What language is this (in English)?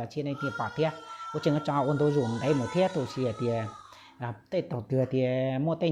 Hmong